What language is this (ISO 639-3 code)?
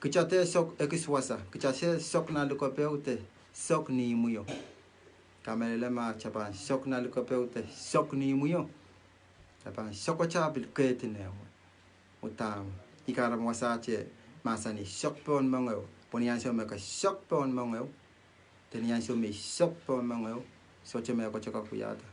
pon